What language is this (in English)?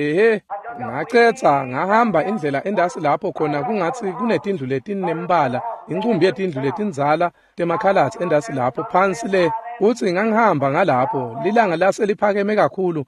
Swati